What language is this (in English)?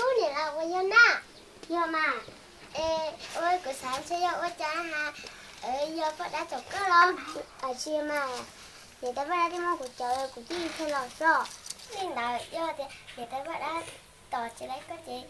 Hmong